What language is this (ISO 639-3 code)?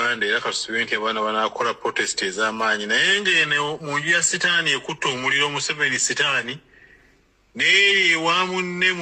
lug